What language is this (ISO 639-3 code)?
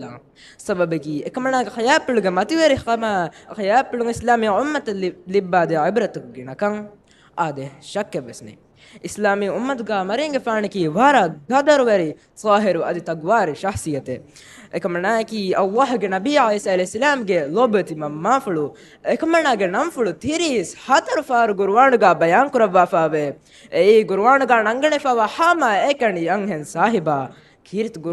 div